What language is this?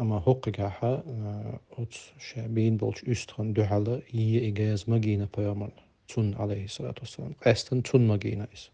Chechen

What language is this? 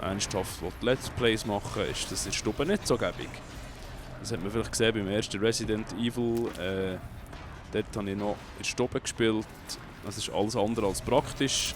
Swiss German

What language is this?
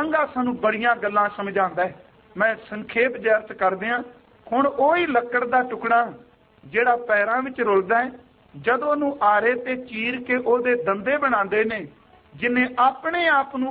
Punjabi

